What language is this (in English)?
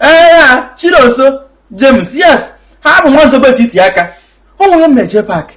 Igbo